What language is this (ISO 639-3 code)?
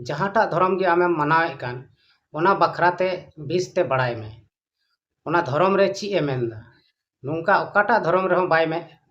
sat